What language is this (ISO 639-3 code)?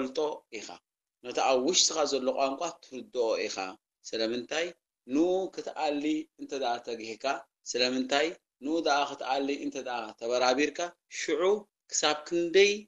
tir